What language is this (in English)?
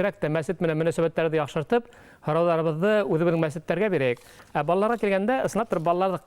Bashkir